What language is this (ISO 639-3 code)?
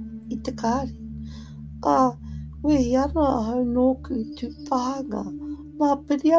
mri